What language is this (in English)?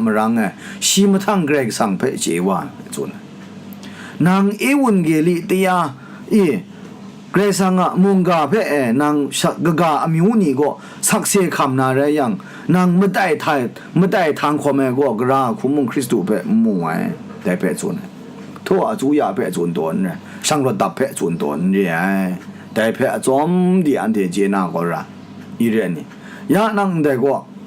Kachin